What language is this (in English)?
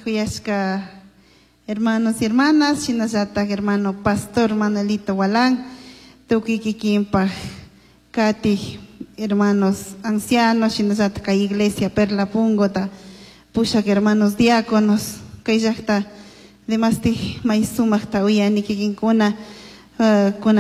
Chimborazo Highland Quichua